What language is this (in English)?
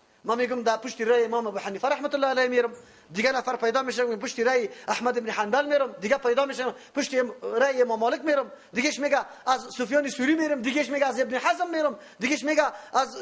Persian